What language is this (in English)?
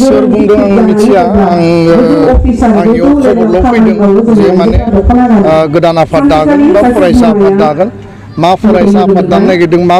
Bodo